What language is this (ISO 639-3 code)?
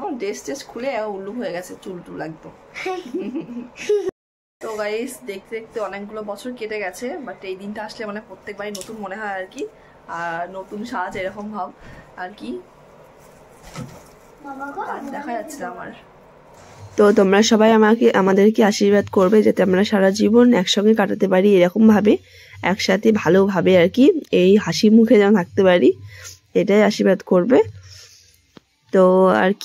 ben